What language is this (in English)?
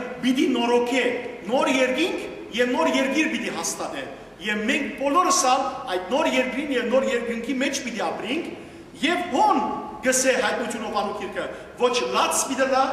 Western Armenian